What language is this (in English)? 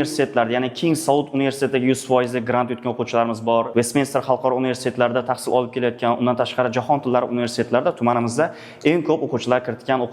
Uzbek